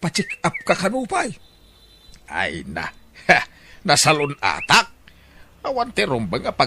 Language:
Iloko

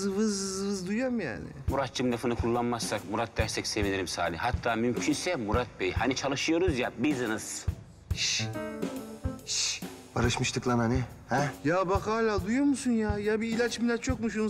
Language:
Turkish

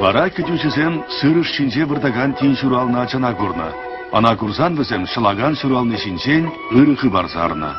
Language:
Chuvash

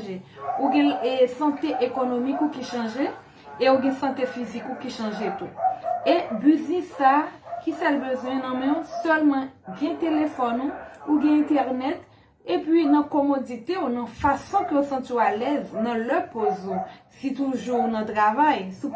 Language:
Haitian Creole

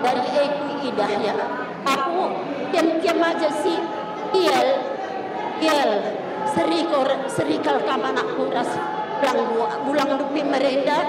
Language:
Batak Karo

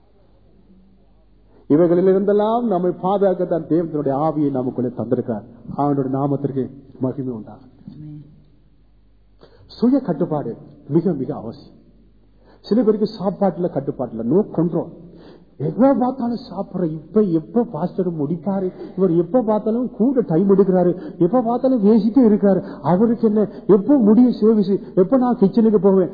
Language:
Tamil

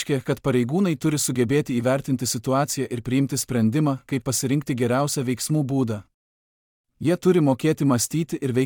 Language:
Lithuanian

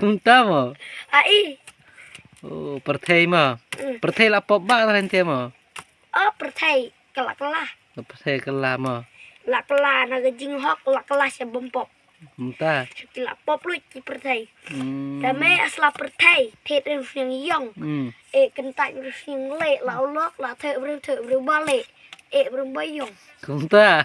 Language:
Khasi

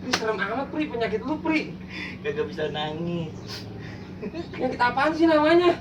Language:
Betawi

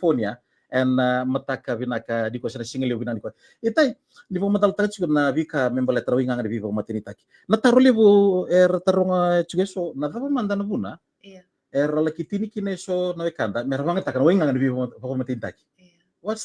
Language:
Fijian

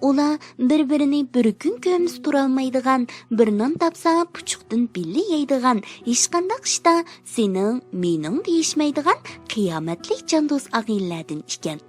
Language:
Uyghur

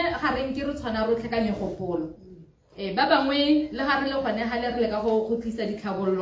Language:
Tswana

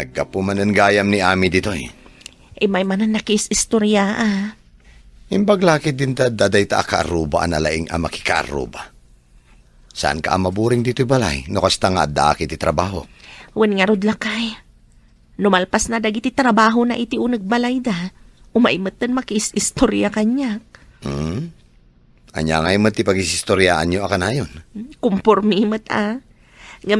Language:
Iloko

